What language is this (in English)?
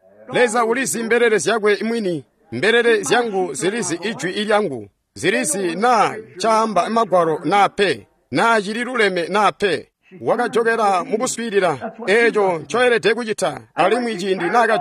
Tonga (Zambia)